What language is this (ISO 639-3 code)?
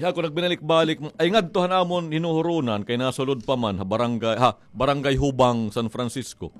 war